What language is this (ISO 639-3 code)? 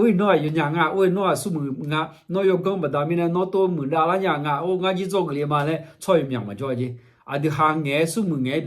ahk